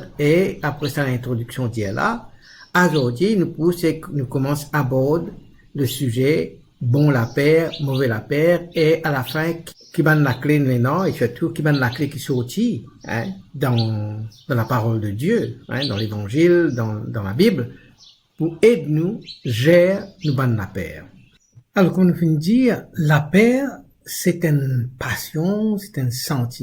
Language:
Morisyen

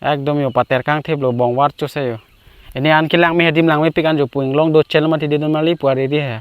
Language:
Karbi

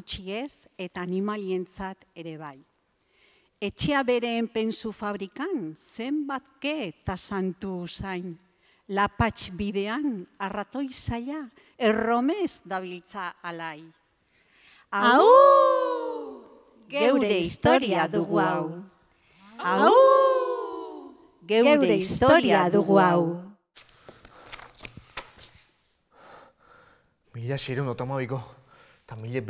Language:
Basque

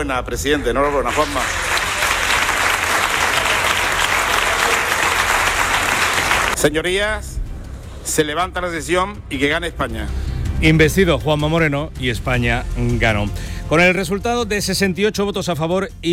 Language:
Spanish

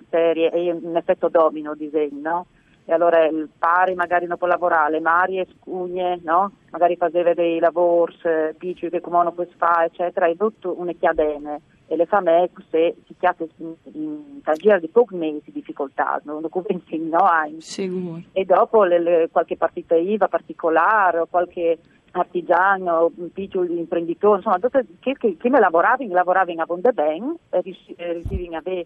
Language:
Friulian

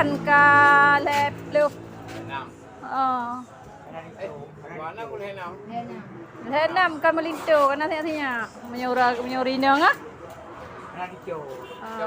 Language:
Achinese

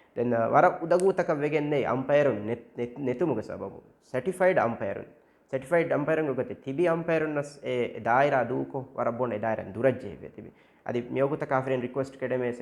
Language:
Divehi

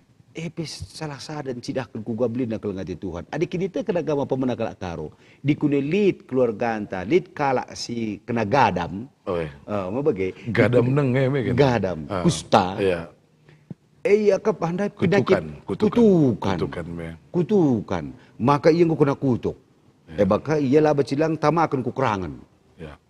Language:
Batak Karo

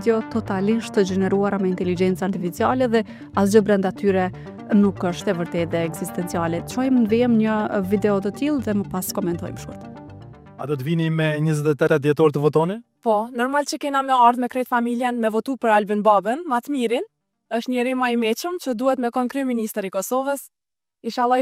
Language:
Albanian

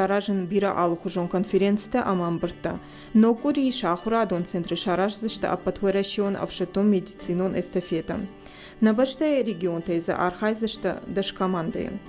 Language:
Ossetic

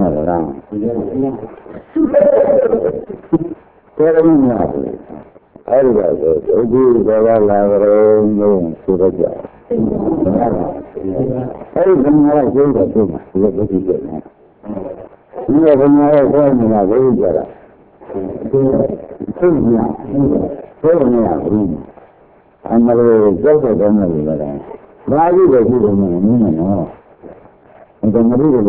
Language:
Burmese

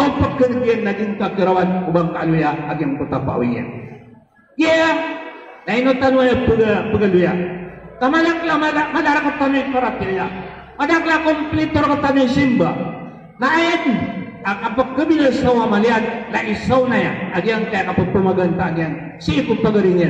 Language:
Maranao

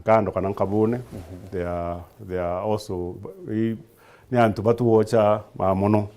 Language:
Meru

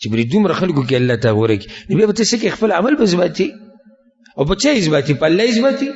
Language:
Pashto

